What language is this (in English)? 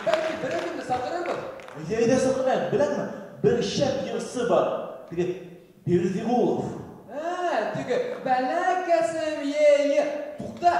Bashkir